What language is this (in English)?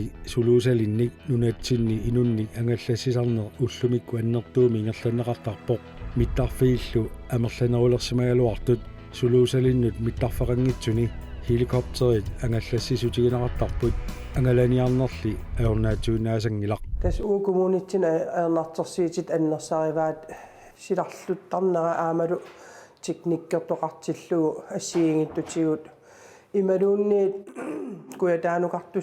Kalaallisut